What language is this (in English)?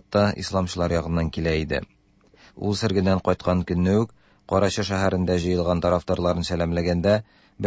Tatar